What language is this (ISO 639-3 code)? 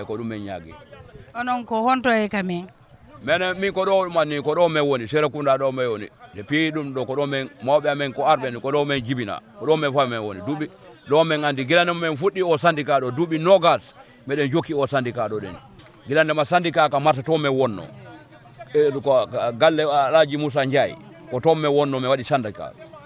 ful